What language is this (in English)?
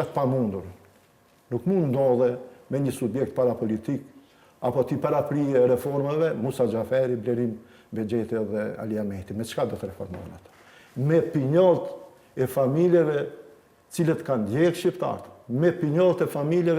Albanian